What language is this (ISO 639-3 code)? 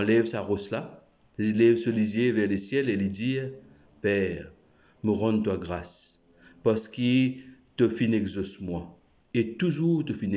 mfe